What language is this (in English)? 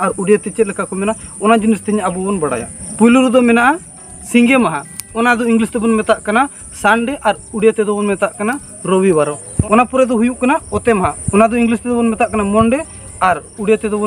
Santali